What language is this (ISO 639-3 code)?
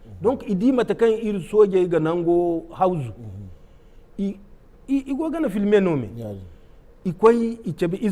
dje